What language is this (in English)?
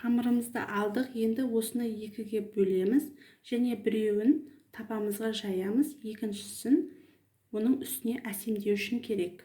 Kazakh